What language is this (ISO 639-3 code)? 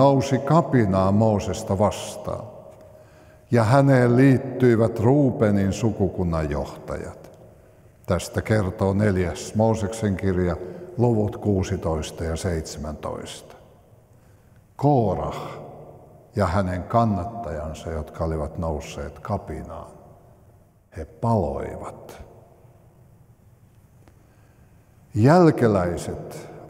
fin